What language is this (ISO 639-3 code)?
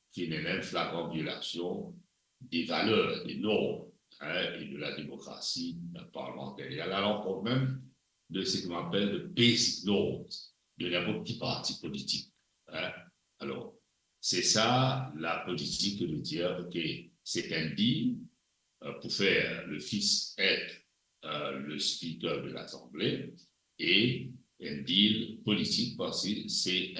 mfe